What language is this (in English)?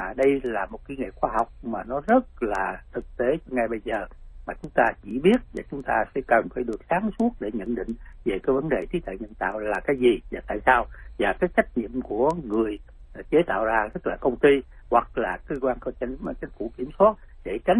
Vietnamese